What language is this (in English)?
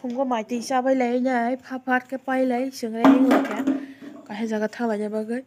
Kok Borok